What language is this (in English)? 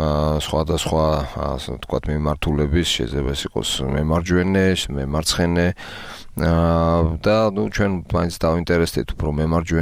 Georgian